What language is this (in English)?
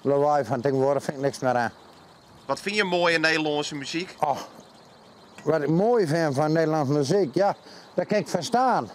Western Frisian